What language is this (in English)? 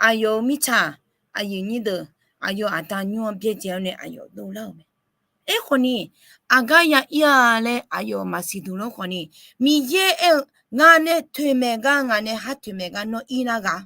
Akha